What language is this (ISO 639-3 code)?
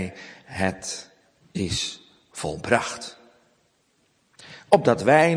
nld